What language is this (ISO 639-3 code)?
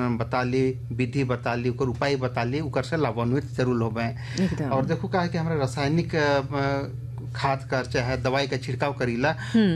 bho